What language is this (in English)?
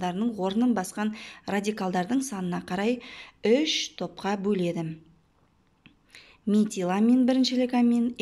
Kazakh